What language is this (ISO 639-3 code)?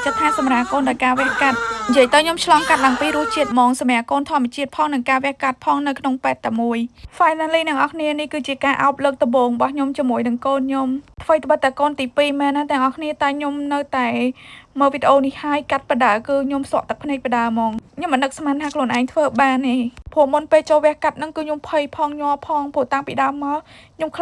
khm